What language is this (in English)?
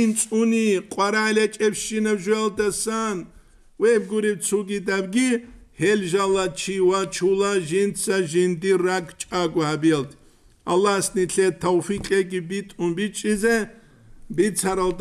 Avaric